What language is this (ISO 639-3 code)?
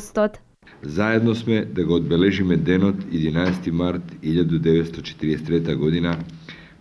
mkd